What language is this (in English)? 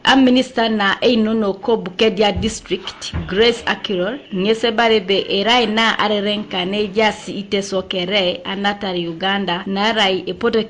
Teso